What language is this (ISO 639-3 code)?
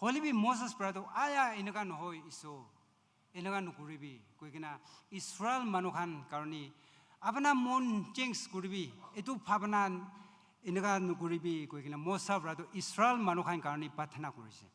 nag